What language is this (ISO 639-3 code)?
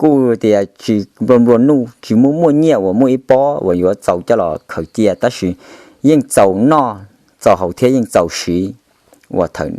hmn